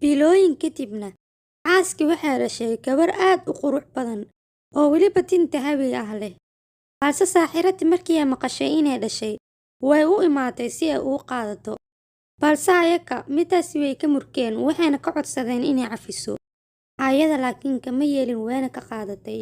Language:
Somali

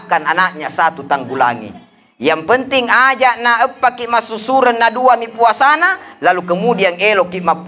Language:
Buginese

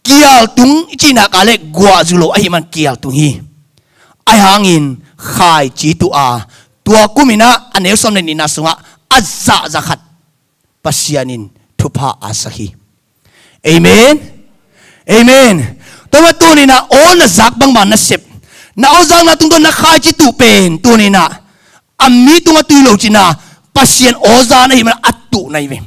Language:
Tedim Chin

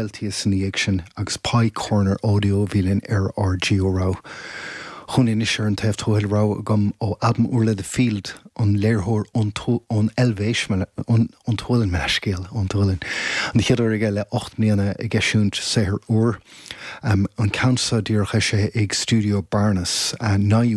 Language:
Irish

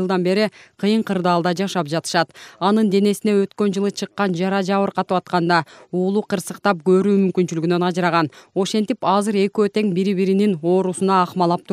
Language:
Kyrgyz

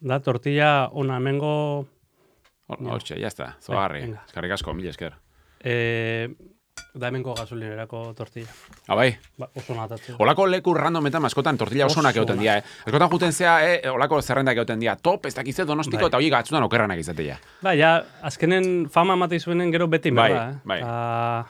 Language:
Basque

